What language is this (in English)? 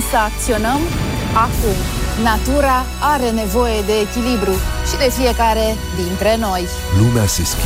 Romanian